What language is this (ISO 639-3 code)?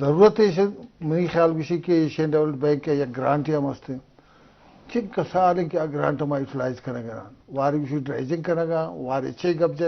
bgp